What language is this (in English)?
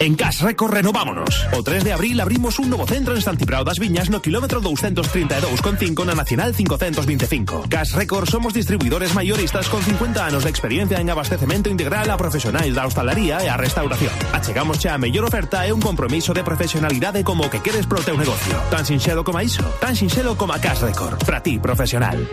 Galician